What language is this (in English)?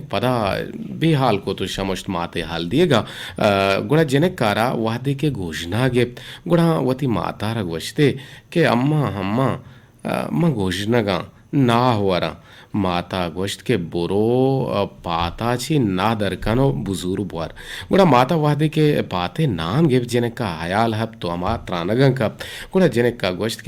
Eastern Balochi